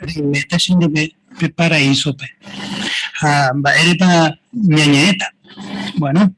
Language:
Guarani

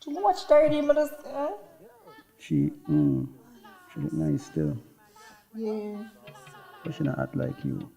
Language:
Jamaican Creole English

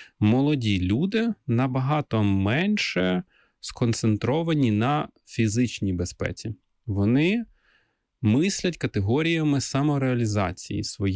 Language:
Ukrainian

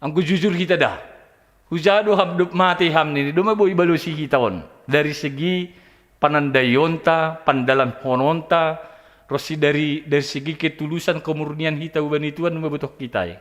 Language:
Batak Simalungun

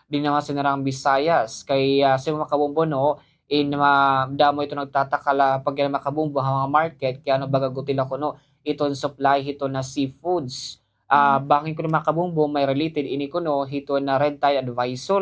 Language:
Waray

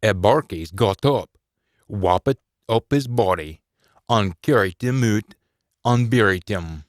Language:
Scots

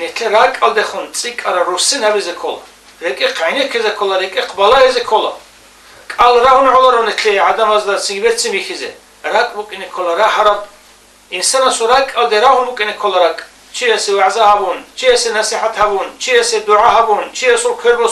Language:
Avaric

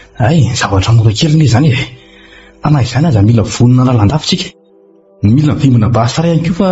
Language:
Malagasy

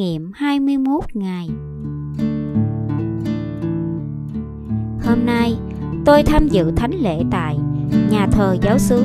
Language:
Vietnamese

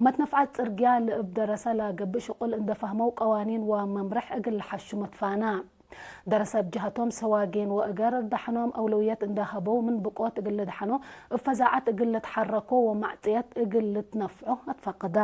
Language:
Tigre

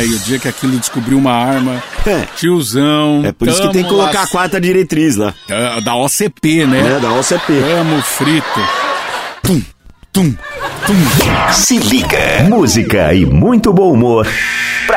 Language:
Portuguese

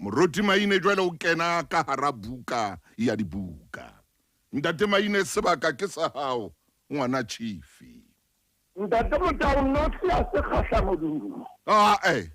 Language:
Southern Sotho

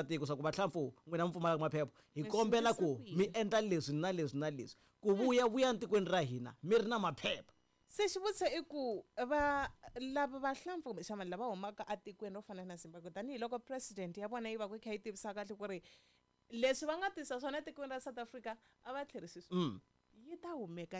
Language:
Tsonga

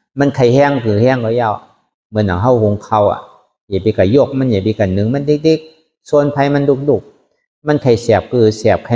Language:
Shan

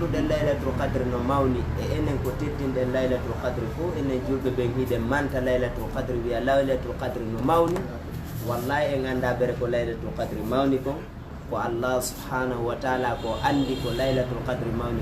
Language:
Fula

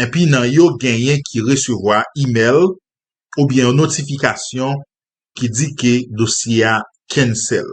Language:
Haitian Creole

